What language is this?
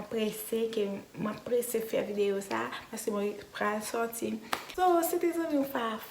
Haitian Creole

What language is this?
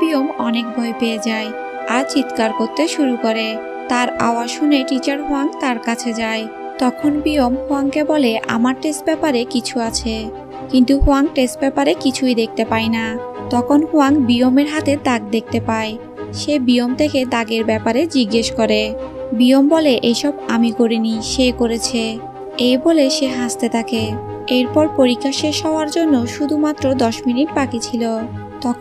Bangla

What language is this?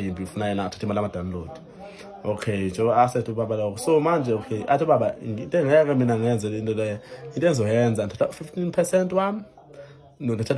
Zulu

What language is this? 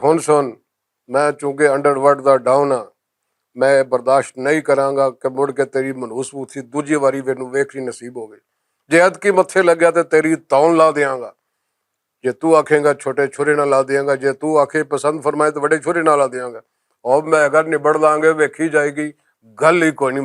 Western Panjabi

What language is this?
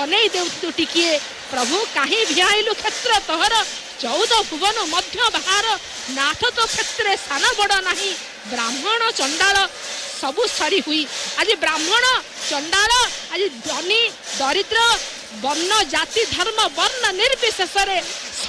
Odia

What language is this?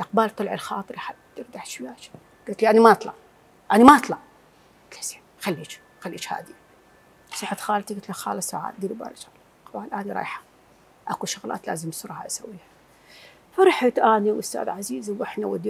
Mesopotamian Arabic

